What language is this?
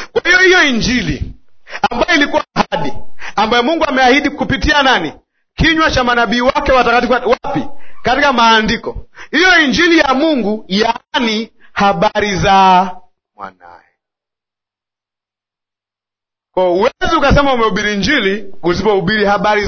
Swahili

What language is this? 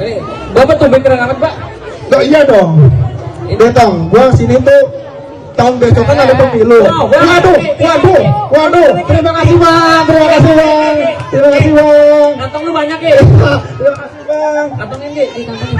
Betawi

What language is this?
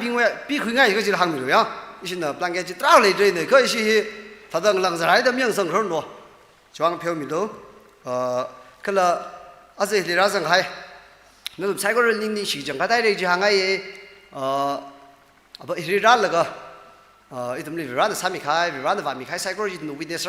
Tangkhul Naga (India)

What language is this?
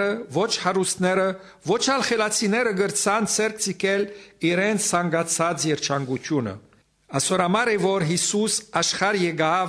Western Armenian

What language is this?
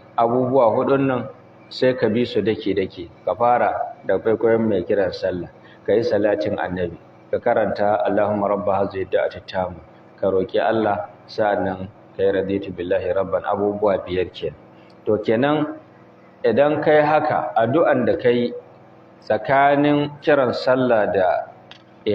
Hausa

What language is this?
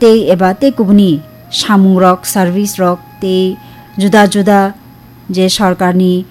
Kok Borok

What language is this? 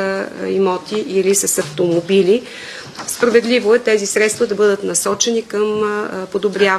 Bulgarian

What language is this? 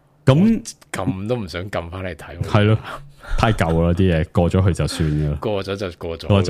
Cantonese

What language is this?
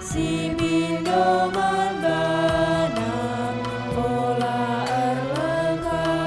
Batak Karo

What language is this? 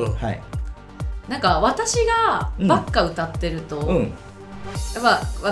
Japanese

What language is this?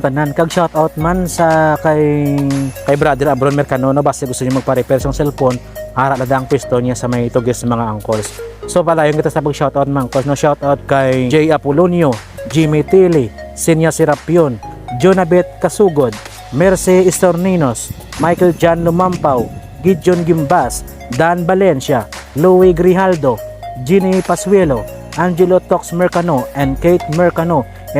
Hiligaynon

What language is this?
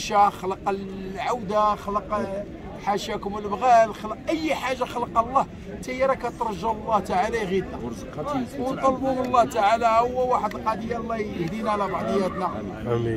Moroccan Arabic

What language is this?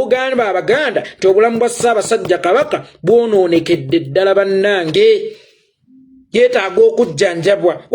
Ganda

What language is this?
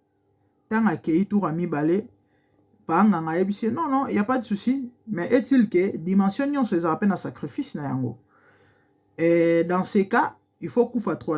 Lingala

